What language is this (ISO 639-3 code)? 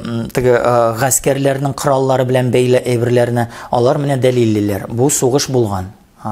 tat